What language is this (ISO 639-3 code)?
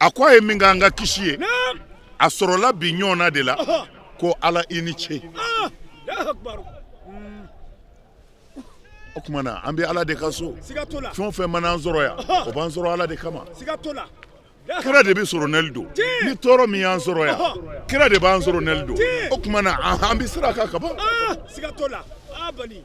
bam